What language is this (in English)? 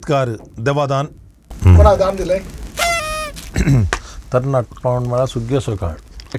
Konkani